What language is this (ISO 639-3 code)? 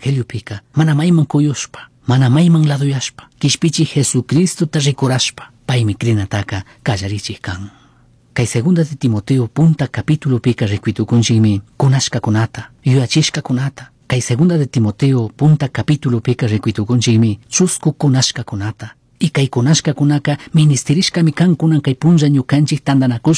qug